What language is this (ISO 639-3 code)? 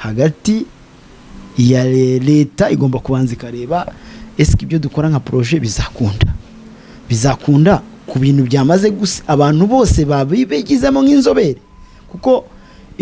kin